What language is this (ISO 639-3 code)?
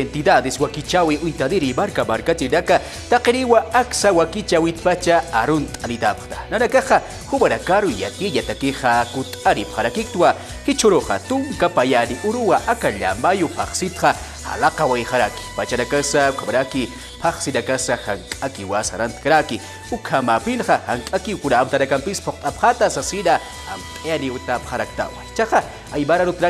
aym